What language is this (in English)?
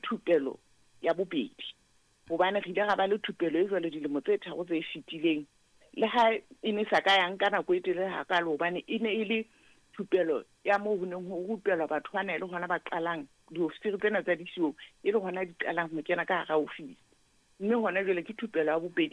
Southern Sotho